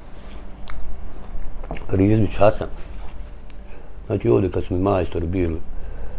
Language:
Bosnian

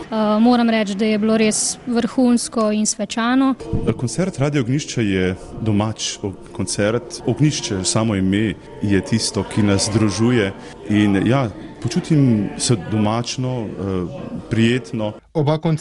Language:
Slovenian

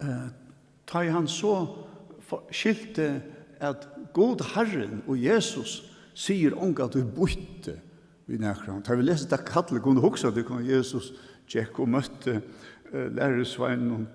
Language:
Faroese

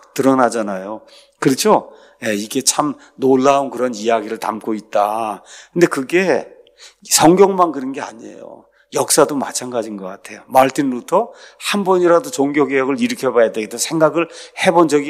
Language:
Korean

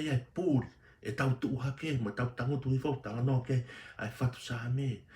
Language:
Tongan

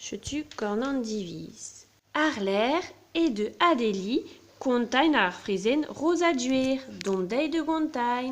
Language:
Breton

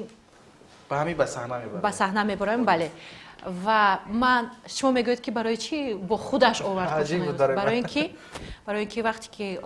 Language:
Tajik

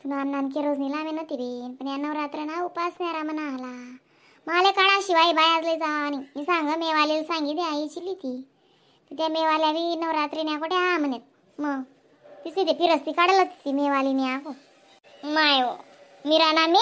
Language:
Khandesi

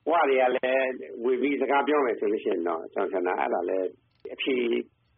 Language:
Burmese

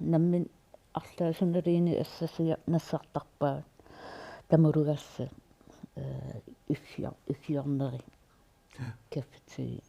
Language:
Kalaallisut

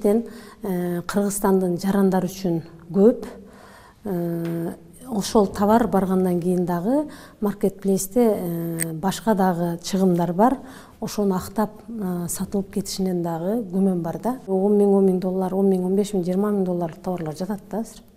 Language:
Kyrgyz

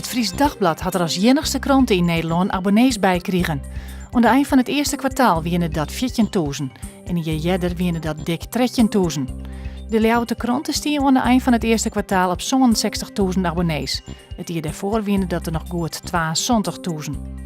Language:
Western Frisian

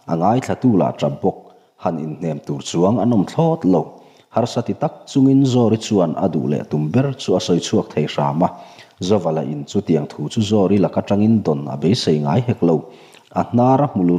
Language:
Mizo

